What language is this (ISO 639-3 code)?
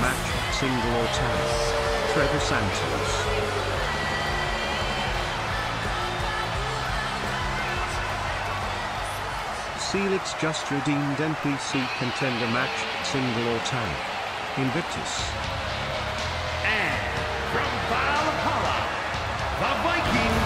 eng